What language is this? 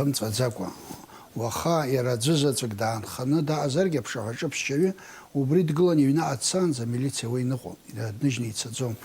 Abkhazian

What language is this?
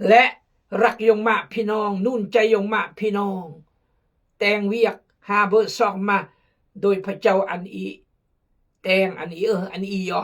Khmu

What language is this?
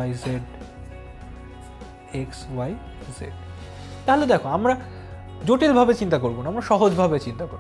Bangla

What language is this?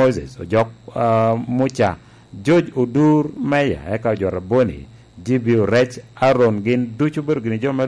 Lango (Uganda)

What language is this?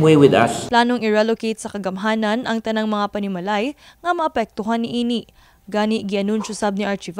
Cebuano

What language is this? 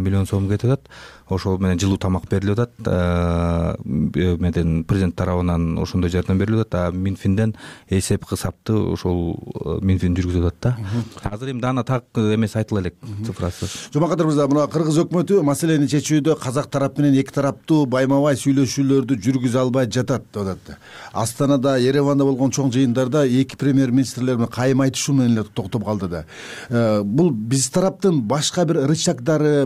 Kyrgyz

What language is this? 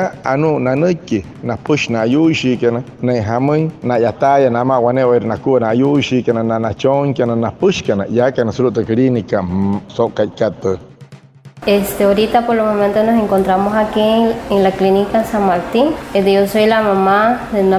Wayuu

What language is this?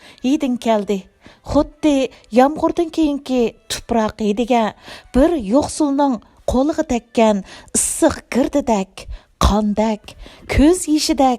Uyghur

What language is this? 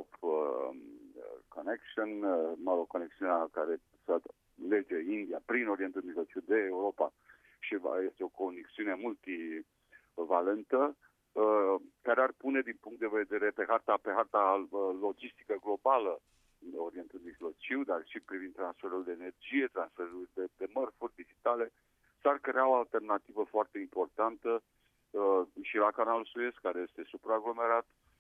Romanian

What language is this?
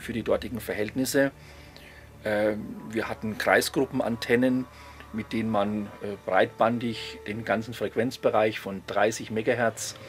German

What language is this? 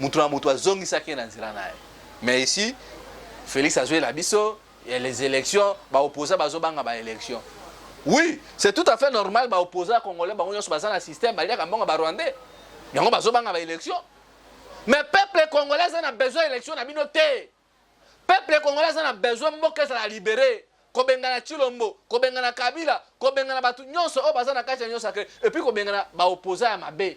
Lingala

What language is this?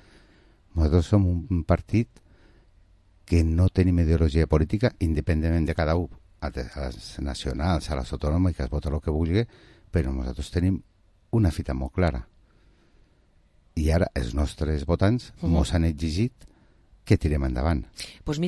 Catalan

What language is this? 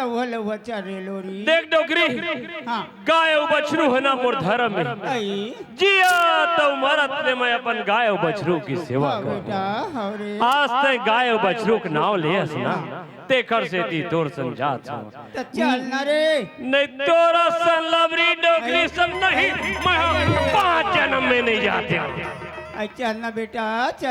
Chhattisgarhi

